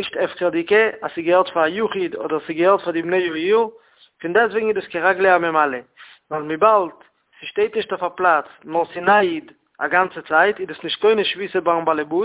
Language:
Yiddish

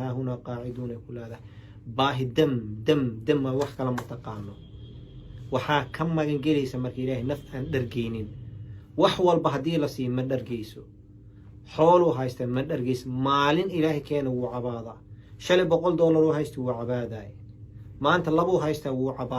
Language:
Somali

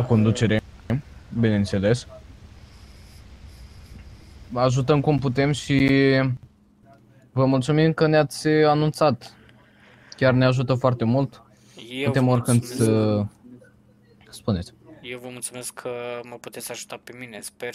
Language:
Romanian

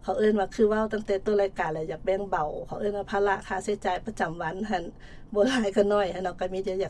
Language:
Lao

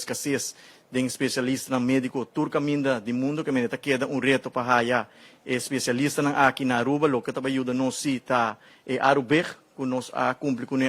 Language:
Papiamento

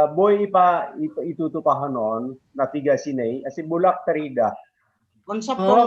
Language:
Batak Simalungun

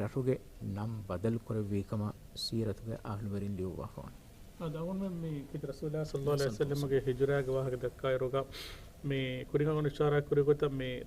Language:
Divehi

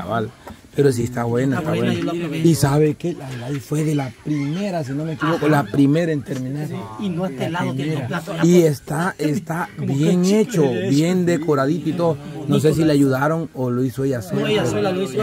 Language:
Spanish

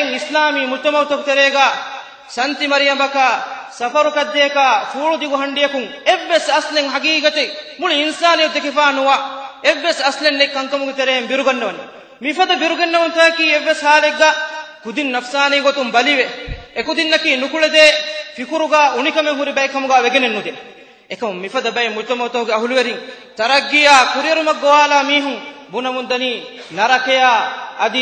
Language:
Divehi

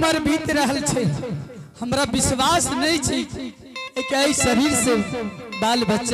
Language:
Angika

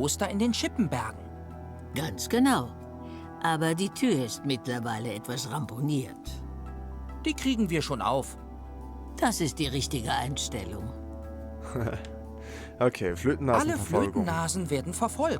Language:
Swiss German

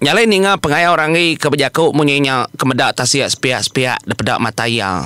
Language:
Iban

